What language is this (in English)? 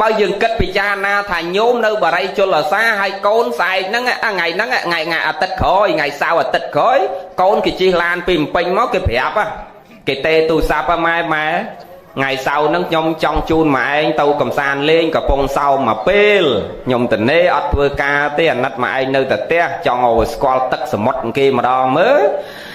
Khmer